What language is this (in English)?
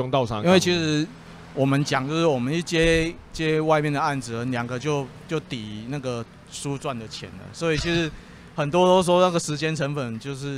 Chinese